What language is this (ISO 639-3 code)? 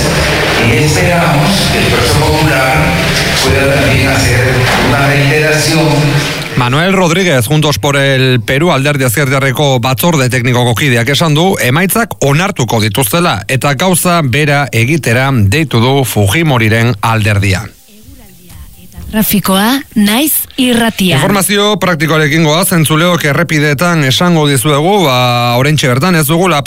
eus